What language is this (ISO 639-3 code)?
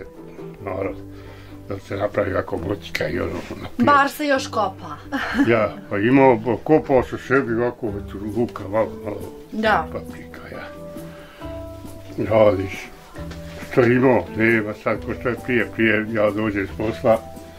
bos